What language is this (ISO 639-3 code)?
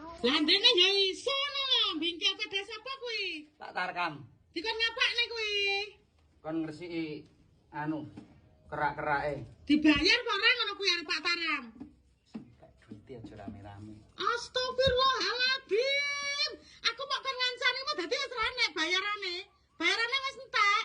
jav